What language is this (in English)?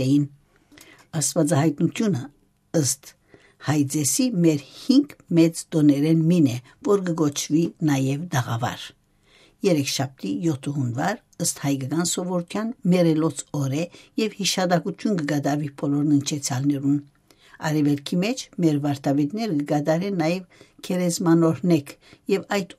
Armenian